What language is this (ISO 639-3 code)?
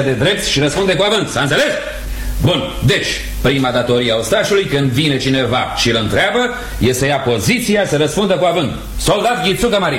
ron